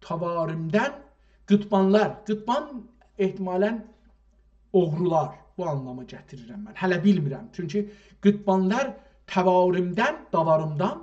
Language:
South Azerbaijani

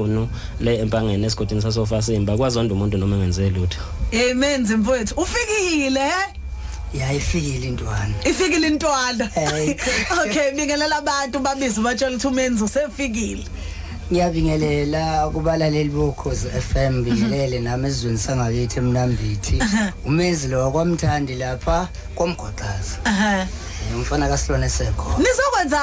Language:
Zulu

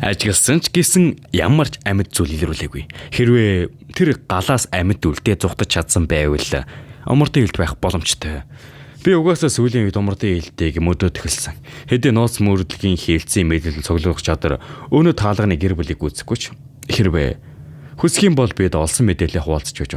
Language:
Mongolian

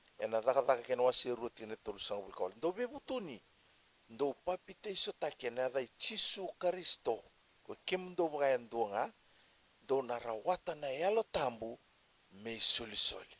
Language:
Fijian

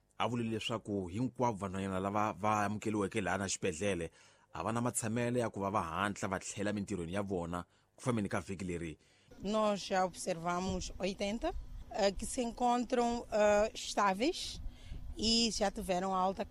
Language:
Tsonga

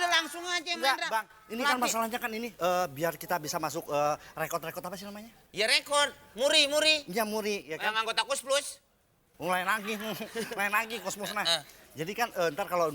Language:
Betawi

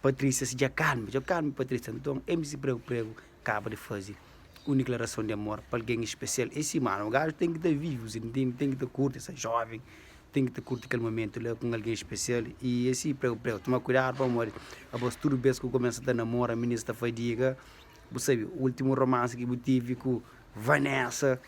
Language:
Kabuverdianu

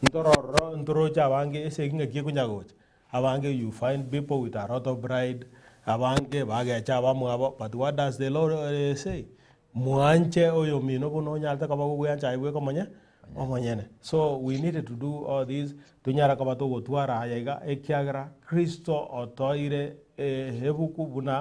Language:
Gusii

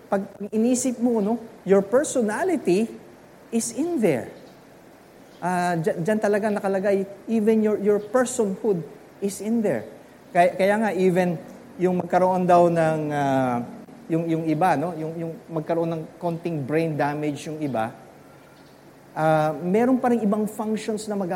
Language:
Filipino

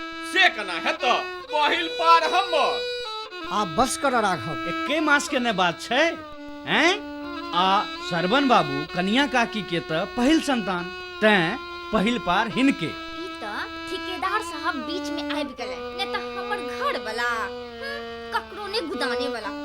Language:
Maithili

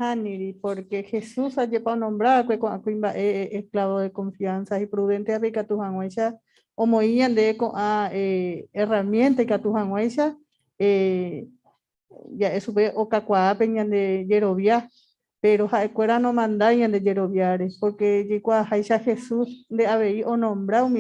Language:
Guarani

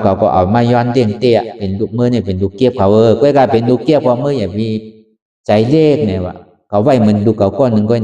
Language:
Shan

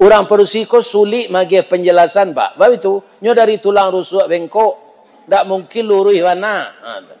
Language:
Minangkabau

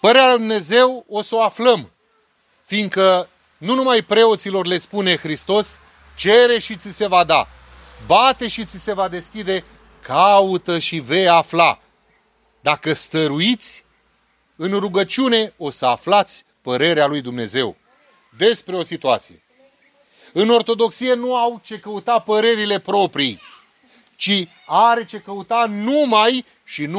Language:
Romanian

